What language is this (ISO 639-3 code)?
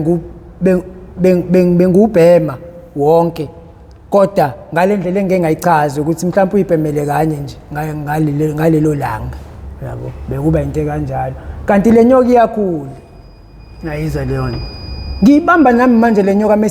zul